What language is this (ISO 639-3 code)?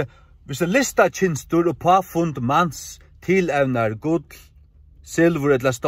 fao